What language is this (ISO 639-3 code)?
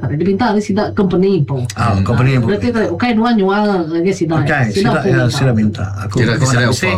iba